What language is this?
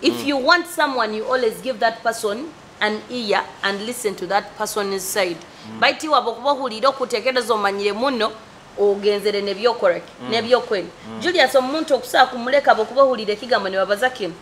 Nyoro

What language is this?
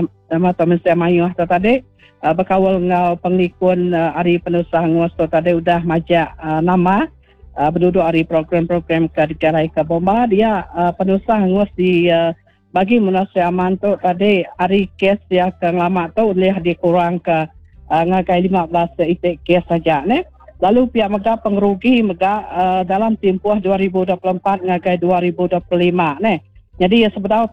Iban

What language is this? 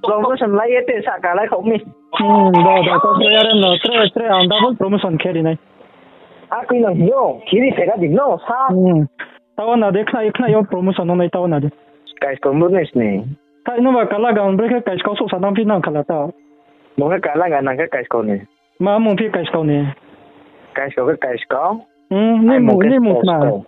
Riang (India)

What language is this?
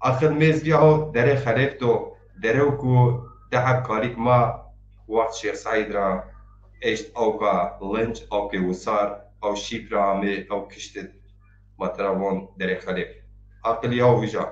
Zaza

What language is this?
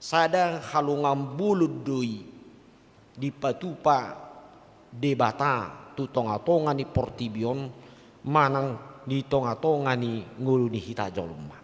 Batak Toba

